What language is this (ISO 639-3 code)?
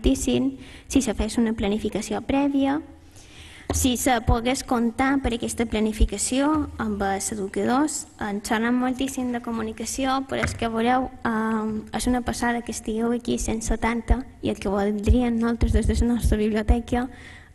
cat